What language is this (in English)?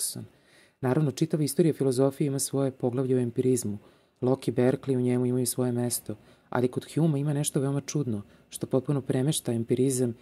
Serbian